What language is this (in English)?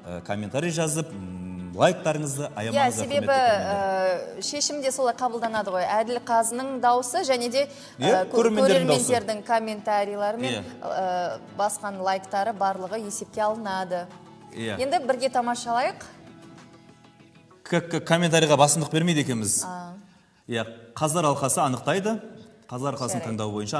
Kazakh